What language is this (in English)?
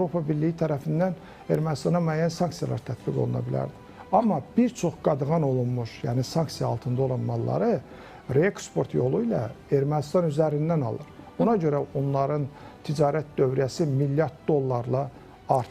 Azerbaijani